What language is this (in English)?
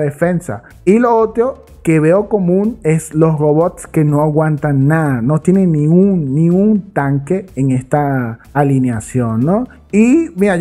Spanish